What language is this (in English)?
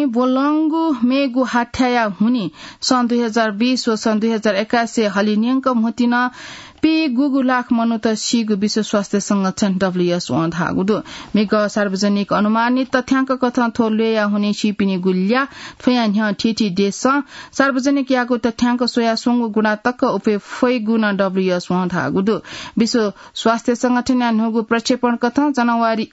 Newari